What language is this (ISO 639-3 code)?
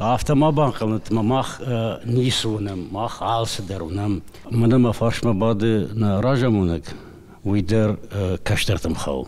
oss